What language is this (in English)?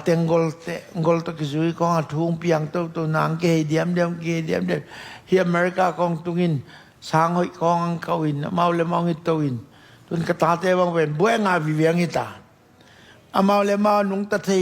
Tedim Chin